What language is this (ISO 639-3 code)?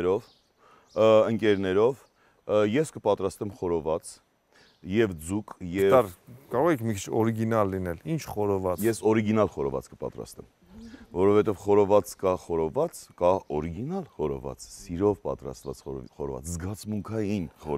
hye